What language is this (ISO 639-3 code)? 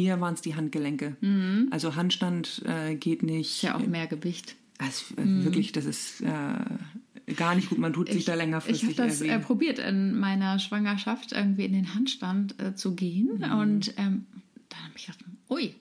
deu